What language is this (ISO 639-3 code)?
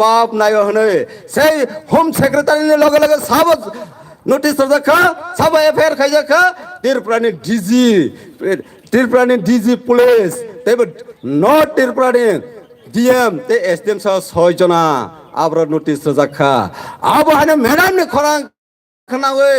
trp